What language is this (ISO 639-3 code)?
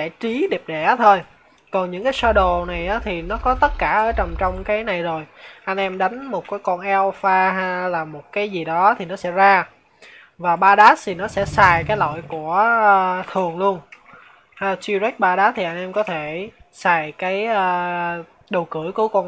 vie